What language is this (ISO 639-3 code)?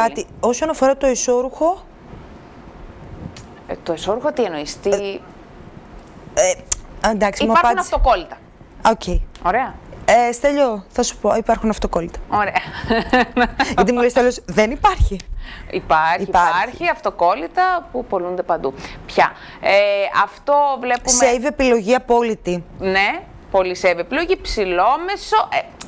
ell